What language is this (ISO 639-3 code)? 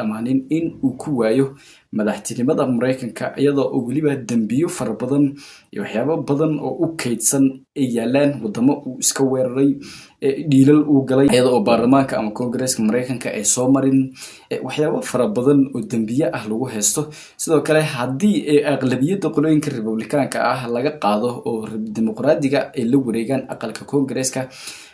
som